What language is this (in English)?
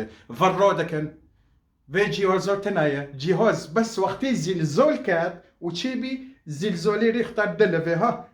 Kurdish